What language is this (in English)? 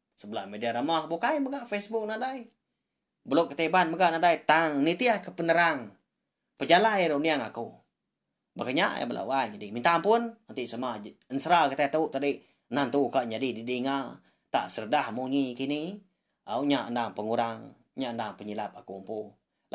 Iban